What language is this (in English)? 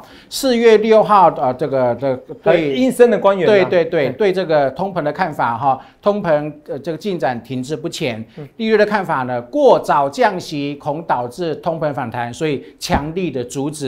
Chinese